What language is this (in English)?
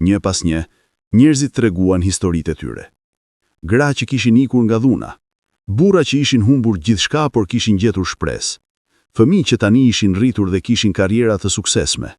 Albanian